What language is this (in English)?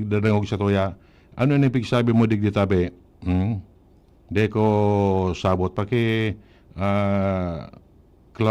Bikol